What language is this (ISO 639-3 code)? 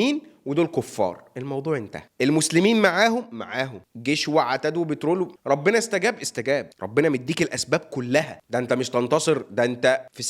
arz